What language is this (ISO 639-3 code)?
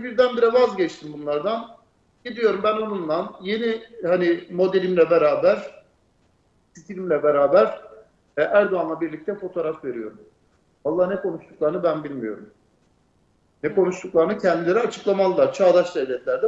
tur